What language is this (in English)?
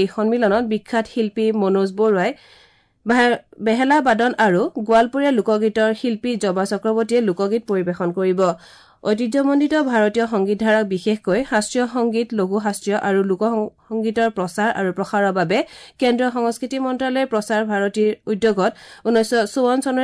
Assamese